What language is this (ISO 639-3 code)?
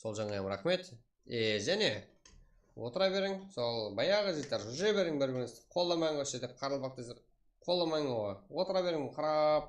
kaa